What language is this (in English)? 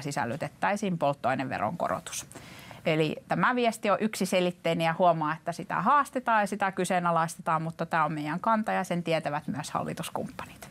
Finnish